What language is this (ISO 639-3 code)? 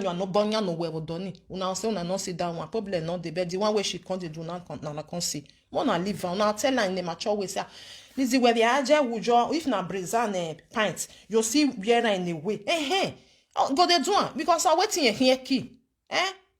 pcm